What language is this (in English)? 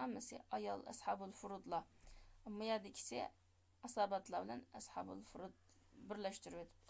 Uyghur